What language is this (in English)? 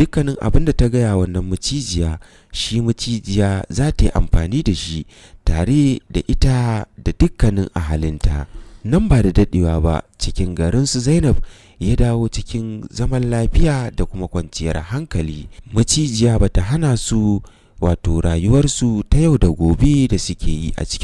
Hausa